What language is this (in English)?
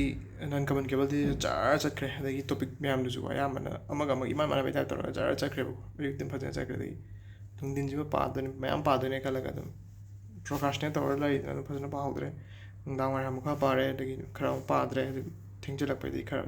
Manipuri